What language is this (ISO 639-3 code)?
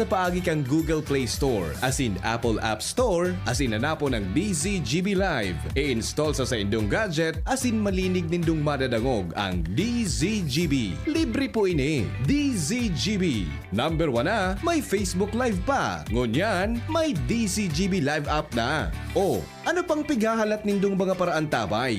bik